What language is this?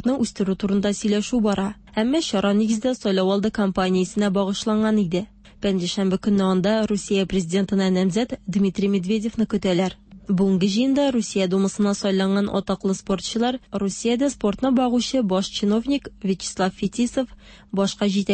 Tatar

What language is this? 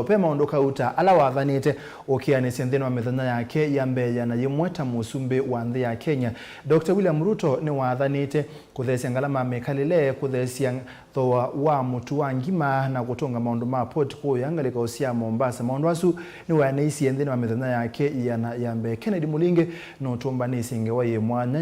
Kamba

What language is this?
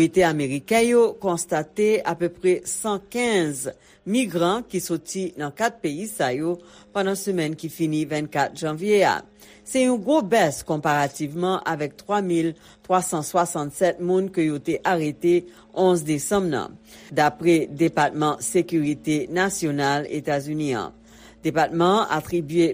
Haitian Creole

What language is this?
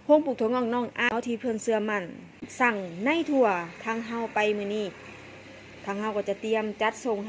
Northeastern Thai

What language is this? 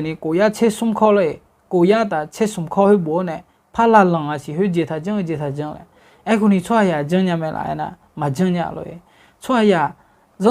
Akha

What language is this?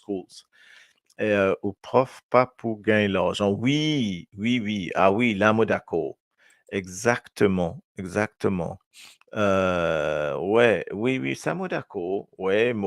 Morisyen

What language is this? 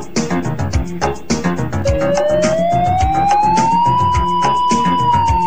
Tamil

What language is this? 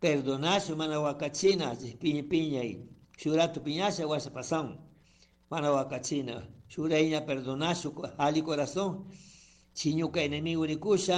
Chimborazo Highland Quichua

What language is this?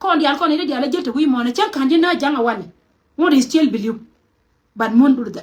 Nuer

